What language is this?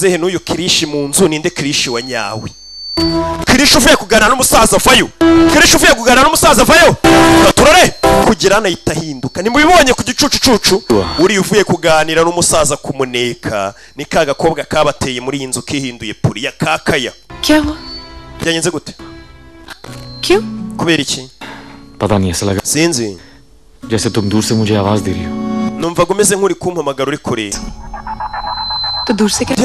Kinyarwanda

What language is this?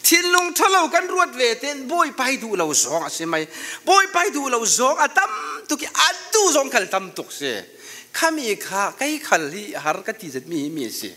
Falam Chin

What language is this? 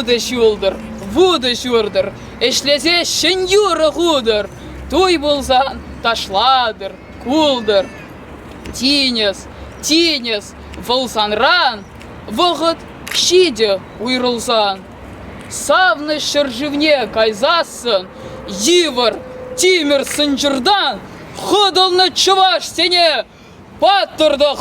Chuvash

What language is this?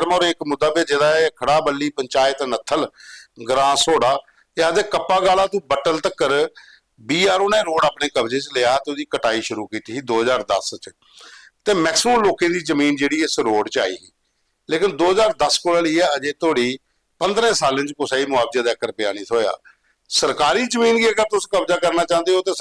Dogri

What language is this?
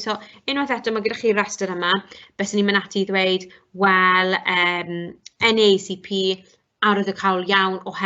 Welsh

